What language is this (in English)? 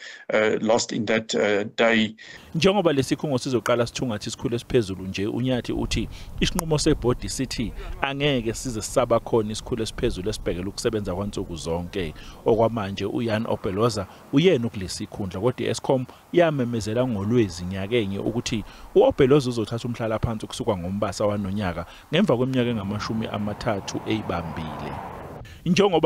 Zulu